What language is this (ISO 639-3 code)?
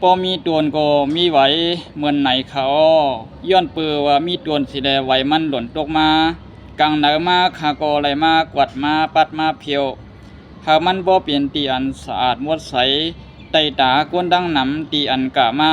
shn